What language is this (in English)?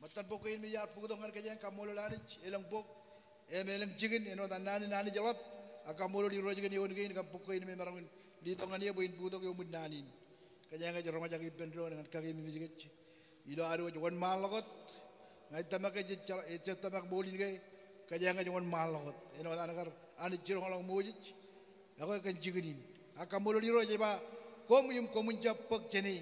Marshallese